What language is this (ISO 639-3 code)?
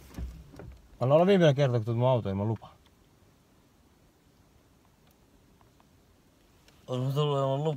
fin